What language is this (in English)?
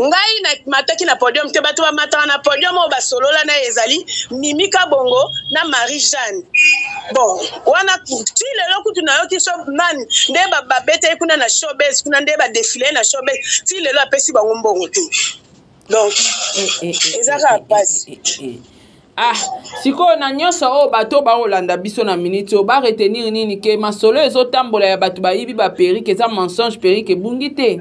Lingala